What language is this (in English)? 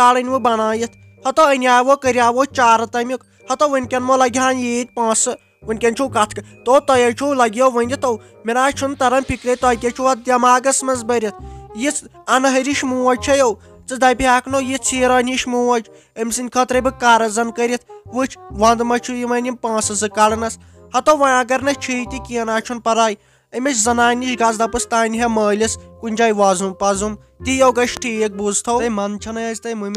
Kashmiri